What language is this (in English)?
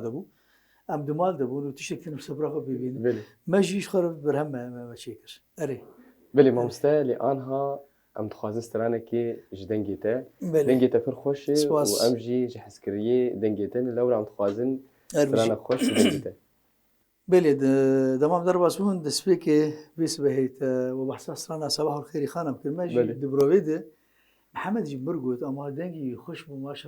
Kurdish